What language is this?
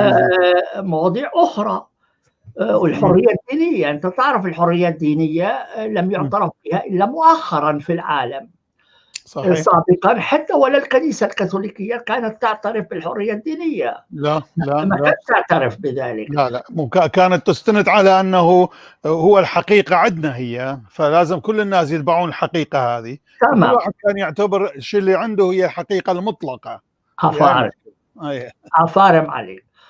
North Levantine Arabic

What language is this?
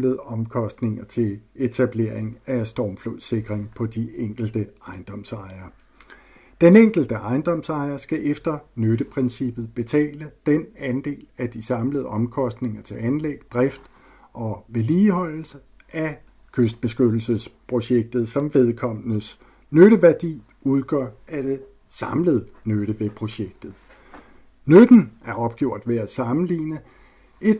Danish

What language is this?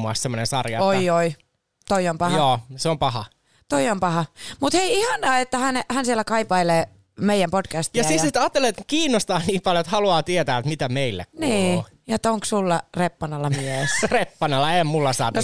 Finnish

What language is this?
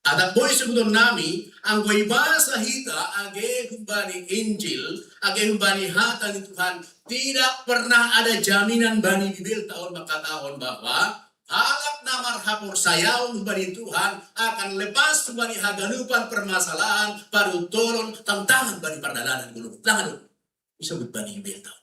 Batak Simalungun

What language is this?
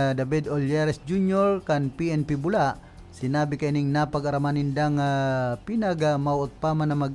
Bikol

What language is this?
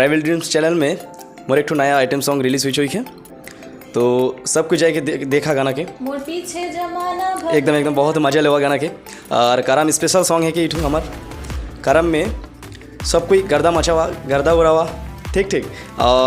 Sadri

